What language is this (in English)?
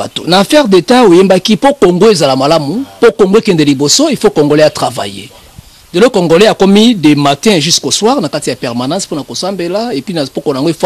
Lingala